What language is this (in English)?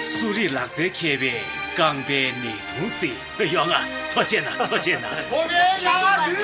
Tibetan